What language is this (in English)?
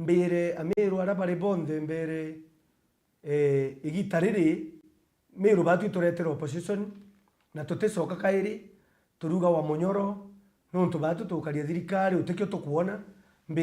Meru